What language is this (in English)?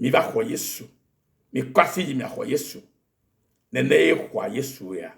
Ewe